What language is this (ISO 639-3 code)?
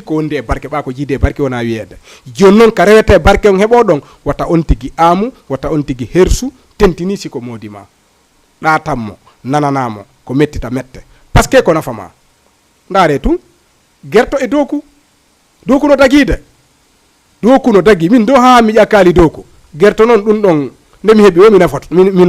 ful